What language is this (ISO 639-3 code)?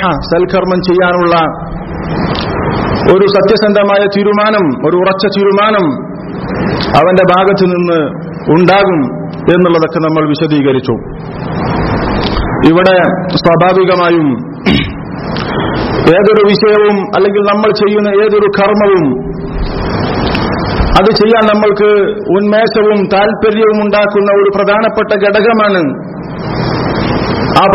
mal